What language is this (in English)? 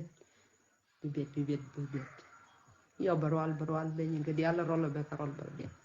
Nuer